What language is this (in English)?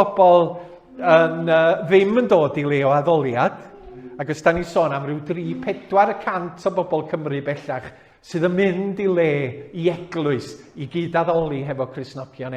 Welsh